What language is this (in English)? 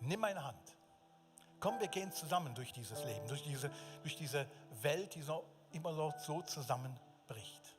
Swiss German